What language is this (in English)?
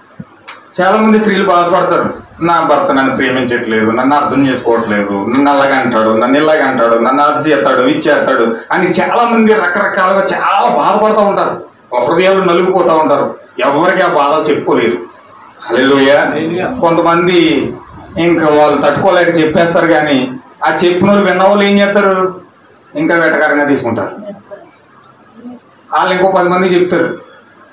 Telugu